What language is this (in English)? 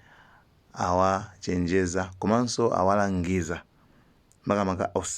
Nyanja